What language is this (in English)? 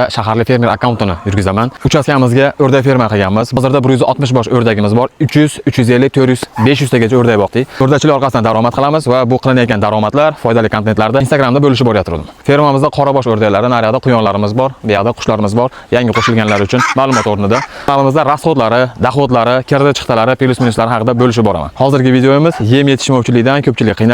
Uzbek